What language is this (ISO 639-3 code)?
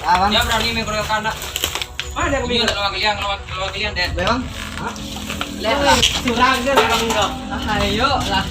min